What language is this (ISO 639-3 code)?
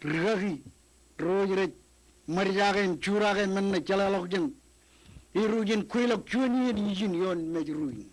mah